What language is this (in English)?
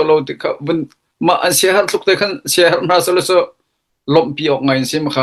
Hakha Chin